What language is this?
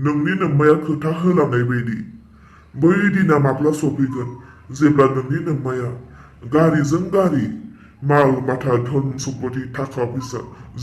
Bodo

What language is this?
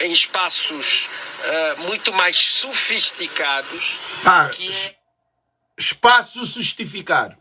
Kabuverdianu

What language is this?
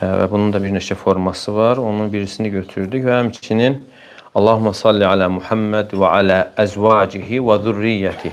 Azerbaijani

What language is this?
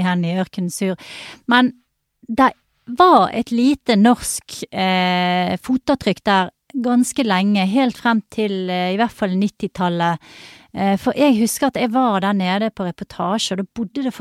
Norwegian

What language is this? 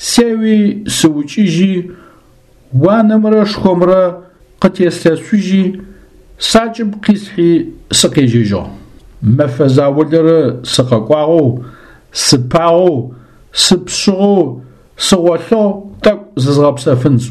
Adyghe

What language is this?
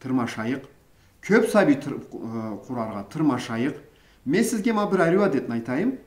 Karachay-Balkar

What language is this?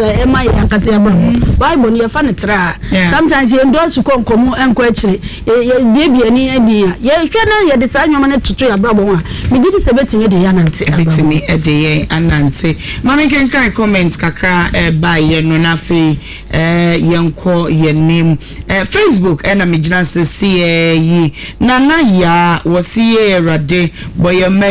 Akan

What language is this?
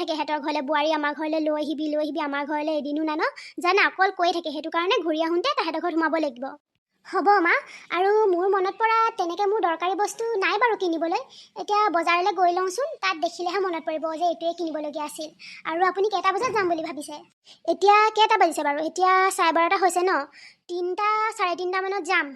Assamese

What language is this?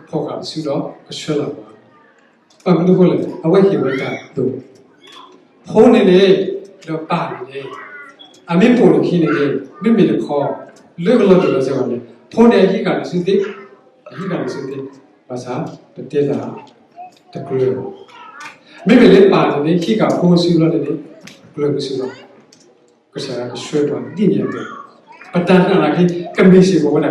S'gaw Karen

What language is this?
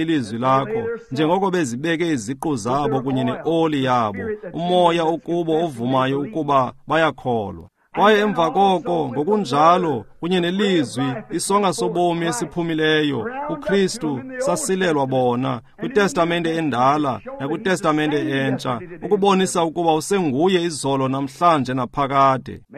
Xhosa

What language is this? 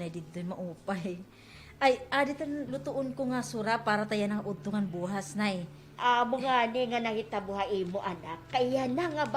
Waray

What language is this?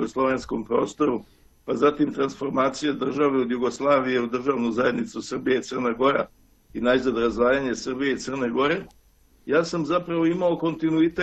Serbian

